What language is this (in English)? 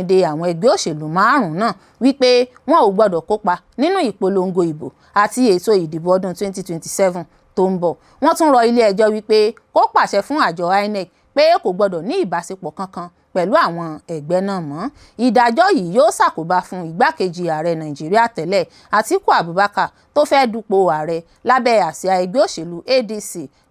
Yoruba